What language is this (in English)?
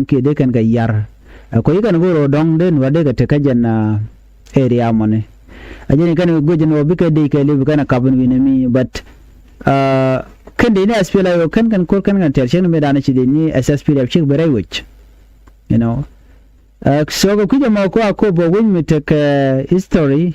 Nuer